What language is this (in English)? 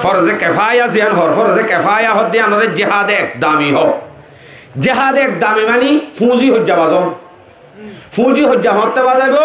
Rohingya